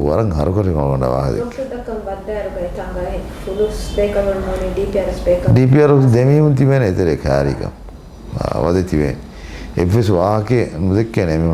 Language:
Divehi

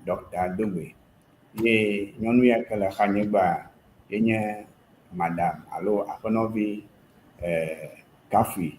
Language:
Ewe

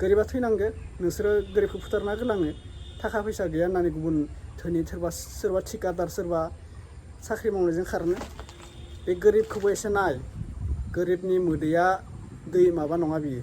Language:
Bodo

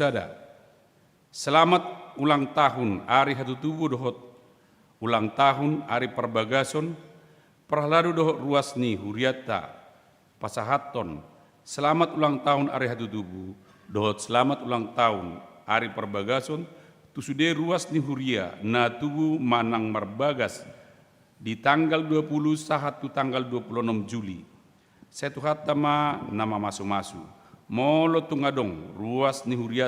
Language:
Batak Toba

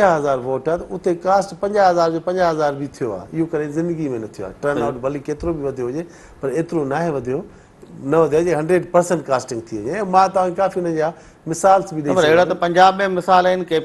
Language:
Sindhi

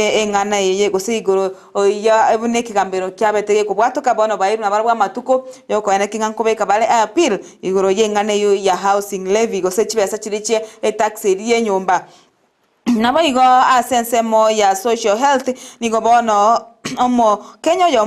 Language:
Gusii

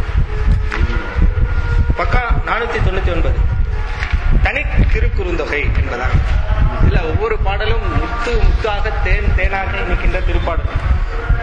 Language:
Tamil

